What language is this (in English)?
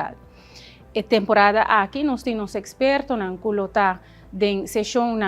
Papiamento